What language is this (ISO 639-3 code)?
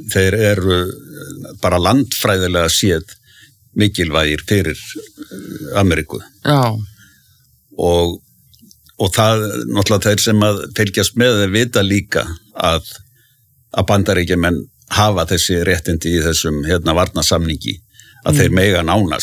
isl